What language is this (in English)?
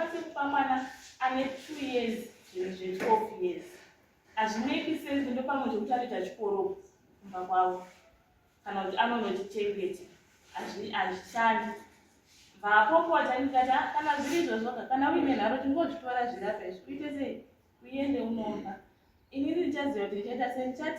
Shona